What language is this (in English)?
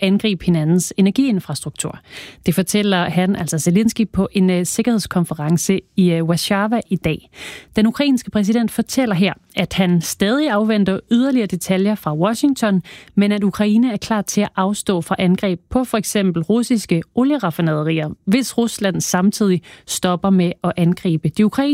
Danish